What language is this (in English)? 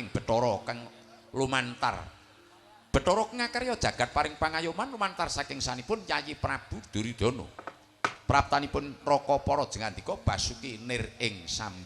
Javanese